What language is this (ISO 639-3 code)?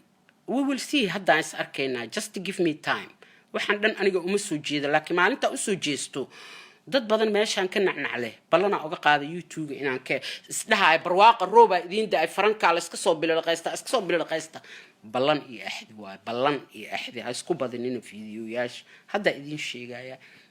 som